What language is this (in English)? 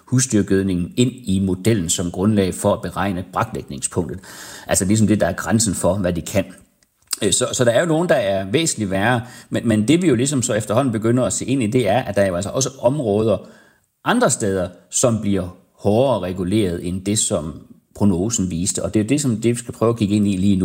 Danish